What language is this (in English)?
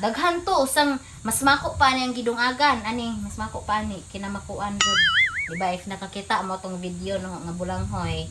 Cebuano